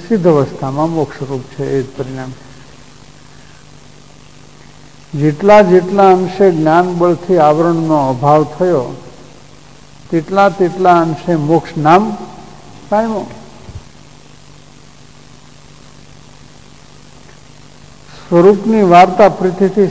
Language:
Gujarati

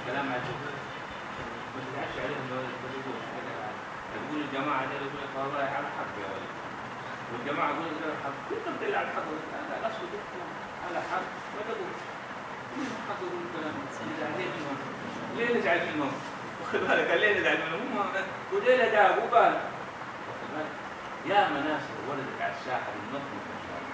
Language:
Egyptian Arabic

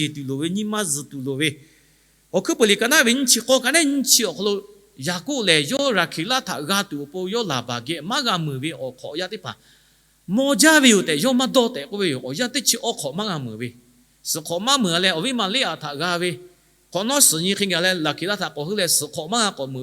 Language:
Lahu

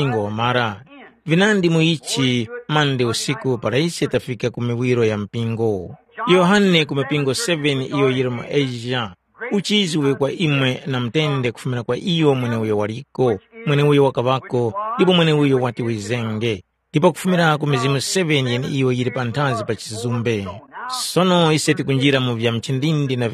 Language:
Tumbuka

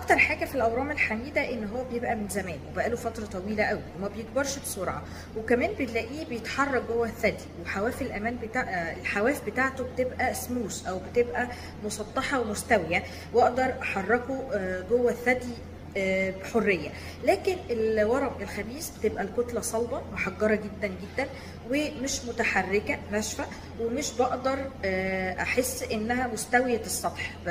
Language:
Egyptian Arabic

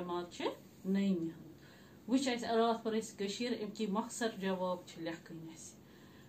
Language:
Kashmiri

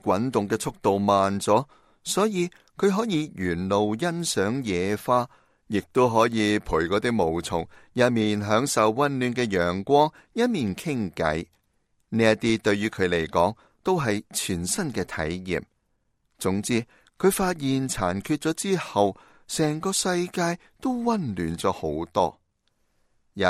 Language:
Cantonese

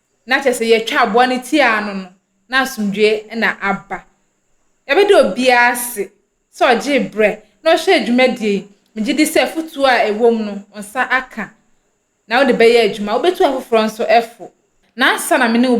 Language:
Akan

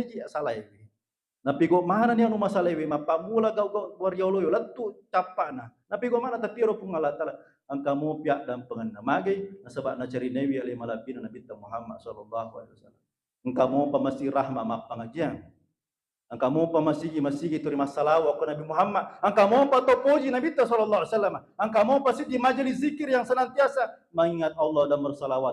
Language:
Buginese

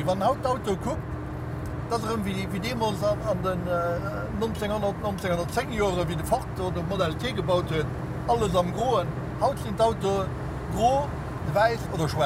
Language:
Luxembourgish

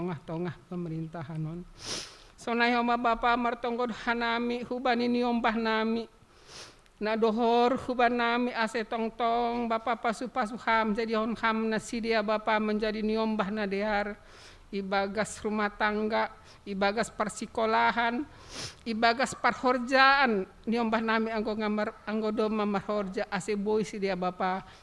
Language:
Batak Simalungun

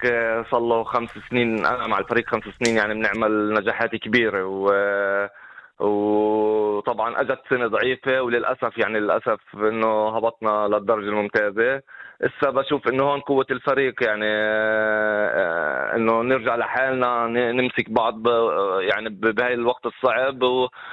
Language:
North Levantine Arabic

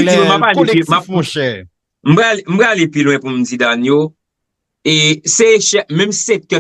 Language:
Haitian Creole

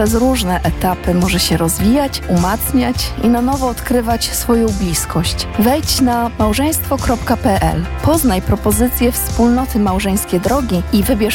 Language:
Polish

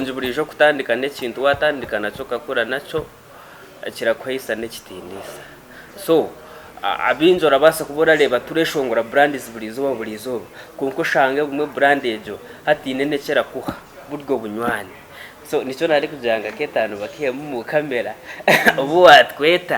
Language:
Nyankole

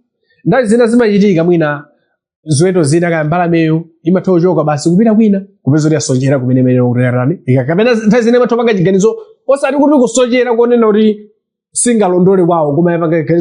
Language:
Nyanja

